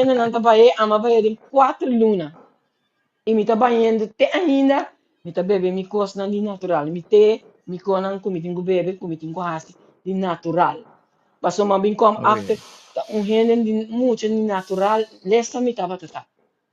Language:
Papiamento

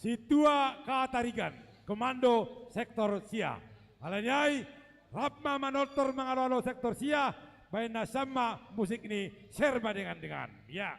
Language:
Batak Simalungun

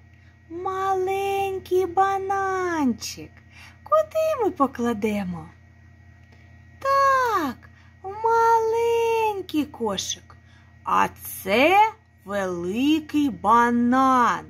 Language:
Ukrainian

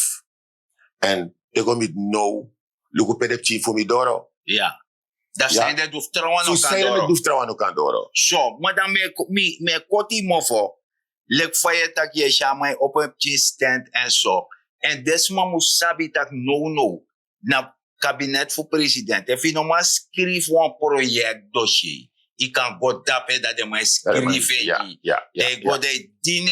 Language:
Sranan Tongo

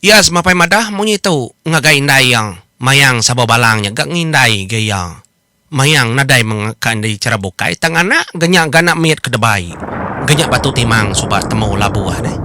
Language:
Iban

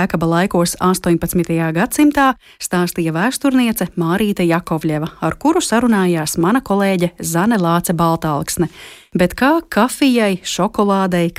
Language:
Latvian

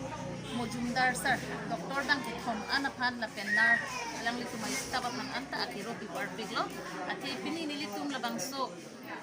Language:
Karbi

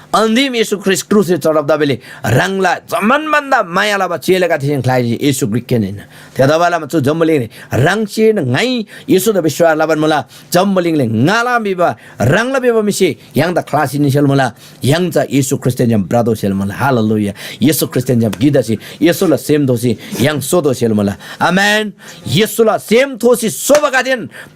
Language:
Eastern Tamang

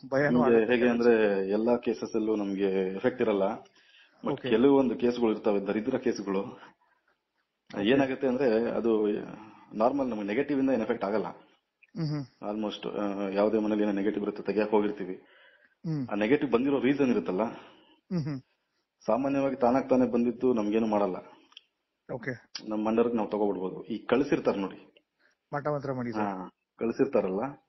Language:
Kannada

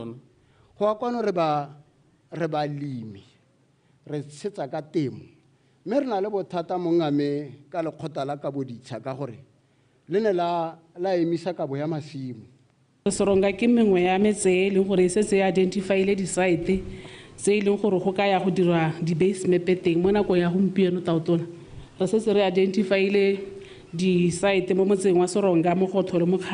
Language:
Tswana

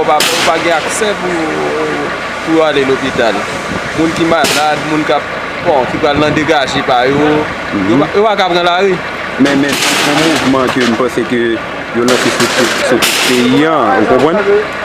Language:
Haitian Creole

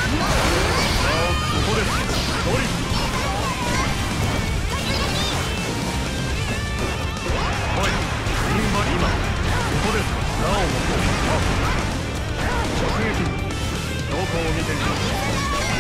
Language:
Japanese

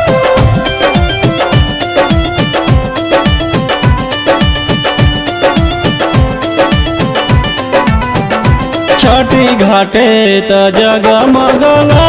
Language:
Bhojpuri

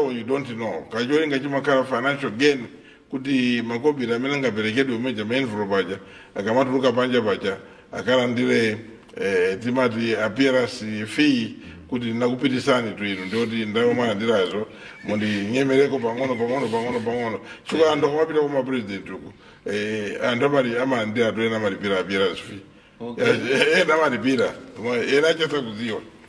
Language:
Nyanja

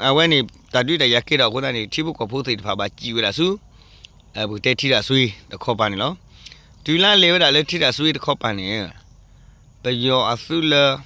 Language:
S'gaw Karen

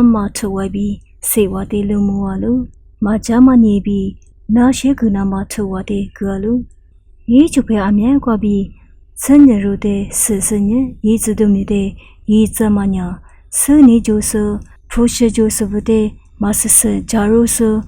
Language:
Lisu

